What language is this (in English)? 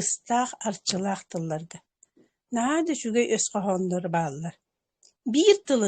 Yakut